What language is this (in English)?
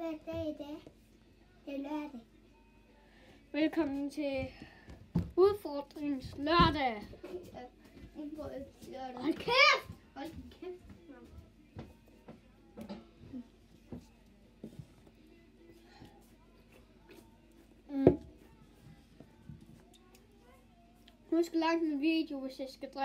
Danish